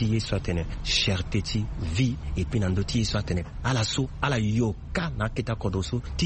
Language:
Sango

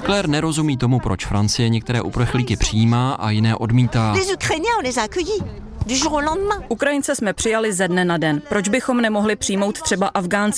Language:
Czech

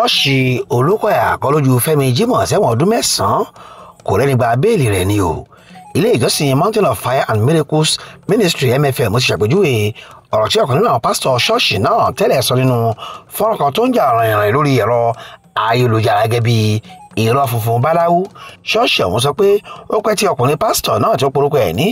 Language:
Yoruba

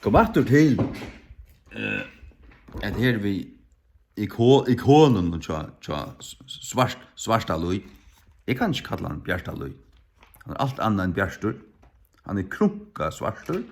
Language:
Faroese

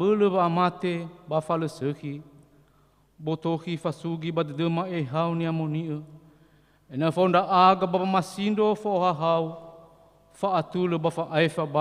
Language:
Nias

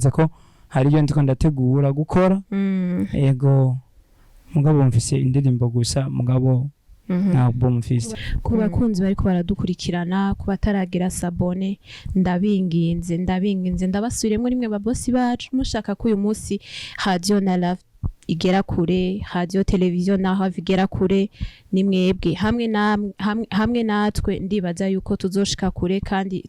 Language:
Rundi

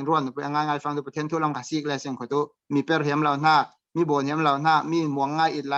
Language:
Falam Chin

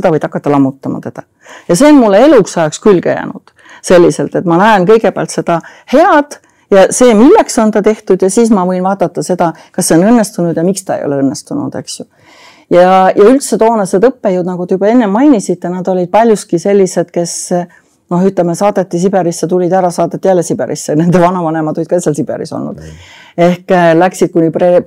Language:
Estonian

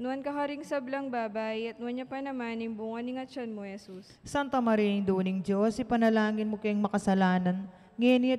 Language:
Pampanga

